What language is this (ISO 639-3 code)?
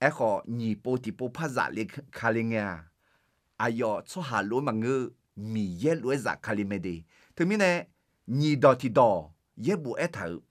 ahk